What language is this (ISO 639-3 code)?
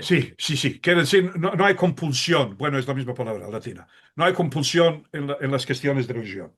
lad